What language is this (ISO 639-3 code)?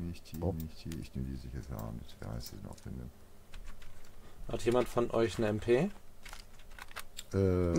deu